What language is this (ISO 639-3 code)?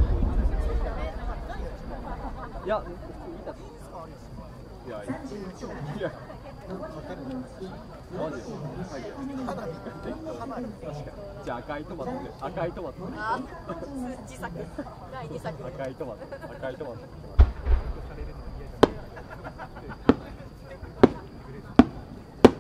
jpn